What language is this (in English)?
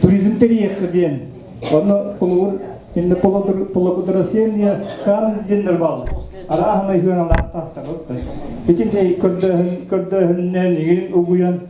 Yakut